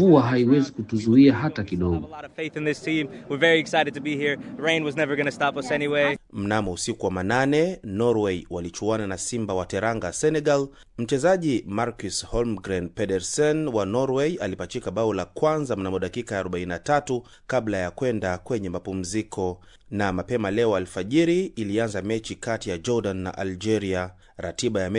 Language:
Swahili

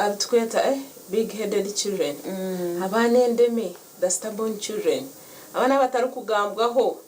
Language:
Nyankole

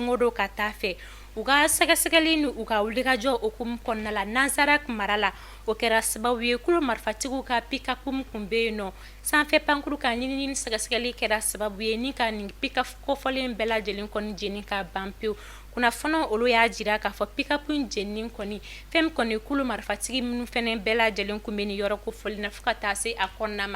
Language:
Bambara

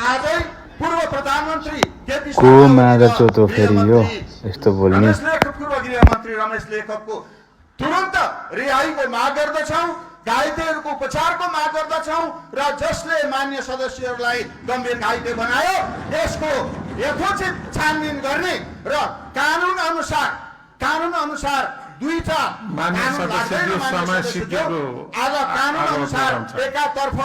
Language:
Nepali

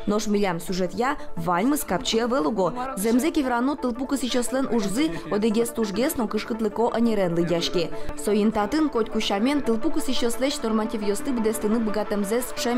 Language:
Udmurt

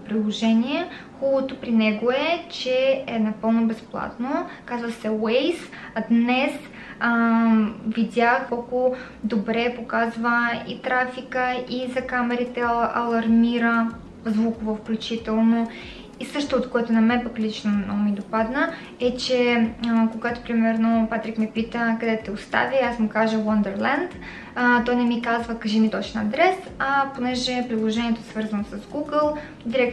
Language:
Bulgarian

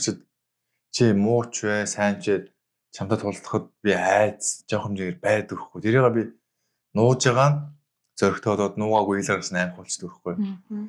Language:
Mongolian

